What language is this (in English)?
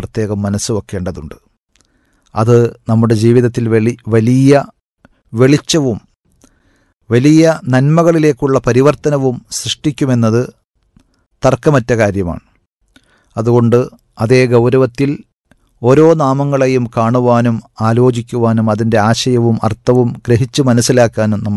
Malayalam